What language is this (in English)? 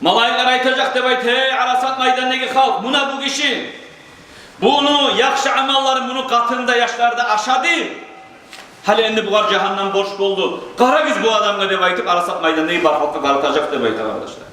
Kumyk